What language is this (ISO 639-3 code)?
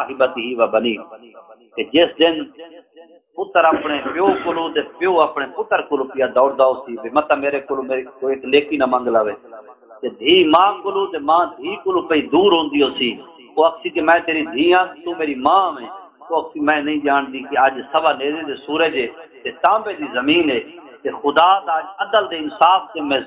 skr